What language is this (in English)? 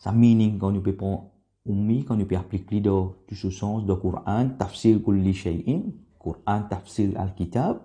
Morisyen